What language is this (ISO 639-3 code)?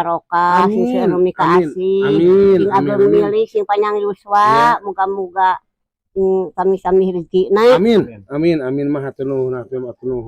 sun